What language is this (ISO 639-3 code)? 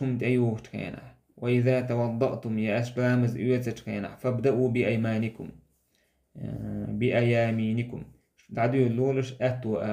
che